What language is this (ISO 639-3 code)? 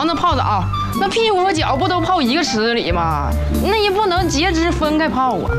zho